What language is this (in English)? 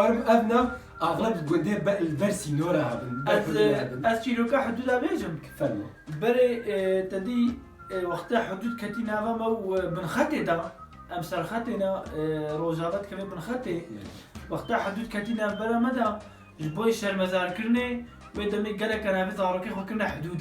Kurdish